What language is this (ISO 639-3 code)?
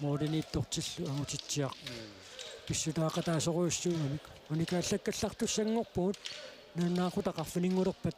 kal